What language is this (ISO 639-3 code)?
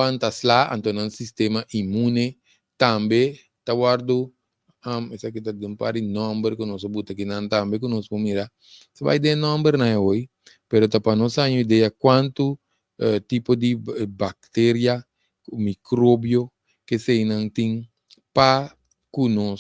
pap